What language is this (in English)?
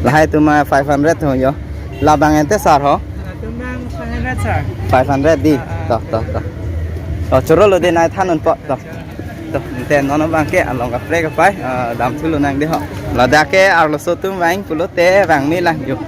Karbi